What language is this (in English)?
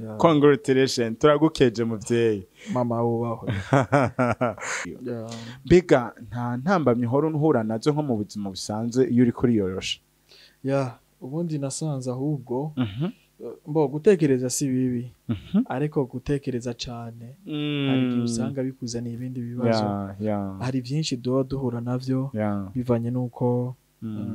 Rundi